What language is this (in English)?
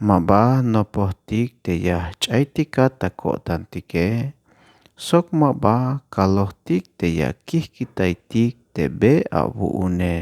Tzeltal